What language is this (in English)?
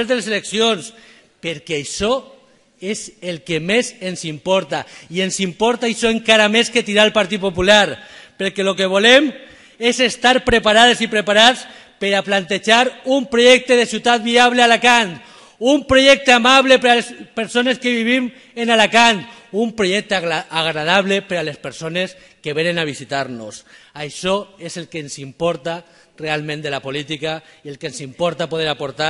Catalan